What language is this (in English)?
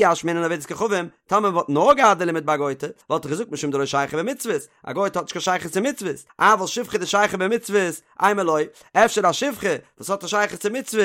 Yiddish